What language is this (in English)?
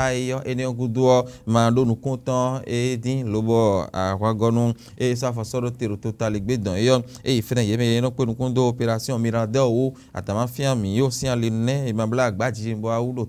Fon